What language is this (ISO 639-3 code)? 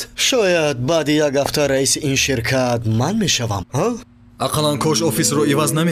fas